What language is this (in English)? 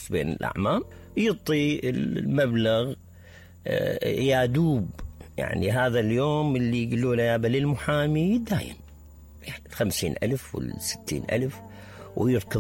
Mesopotamian Arabic